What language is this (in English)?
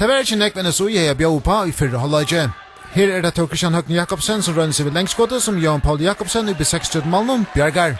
Faroese